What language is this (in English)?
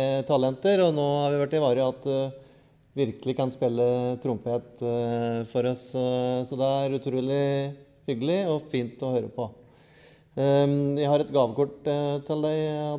Norwegian